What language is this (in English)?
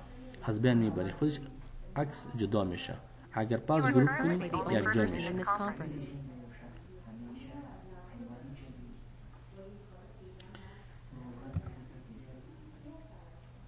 Persian